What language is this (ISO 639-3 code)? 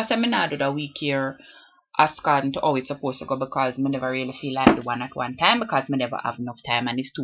jam